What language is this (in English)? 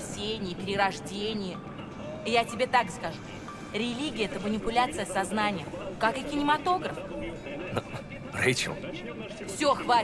Russian